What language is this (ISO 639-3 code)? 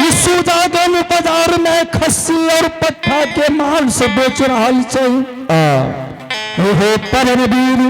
anp